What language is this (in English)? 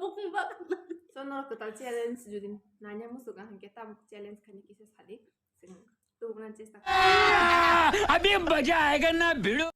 Kok Borok